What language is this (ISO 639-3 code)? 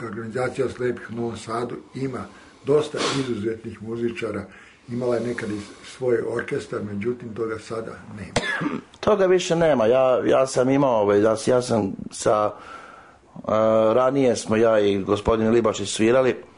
srp